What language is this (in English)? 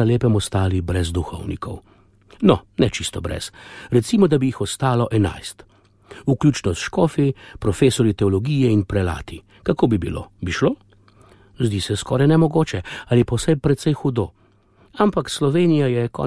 Slovenian